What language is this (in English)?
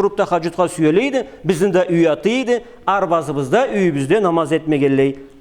Karachay-Balkar